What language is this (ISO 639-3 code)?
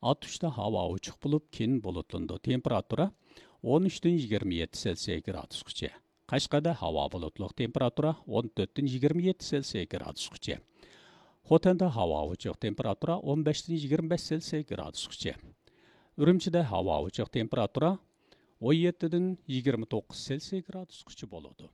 uig